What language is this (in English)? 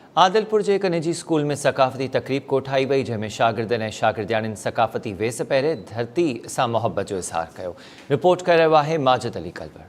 Sindhi